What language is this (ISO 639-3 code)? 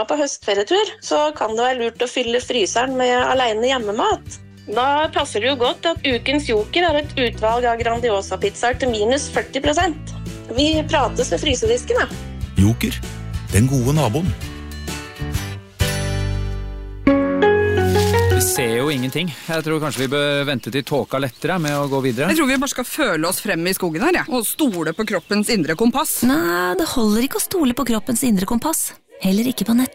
nor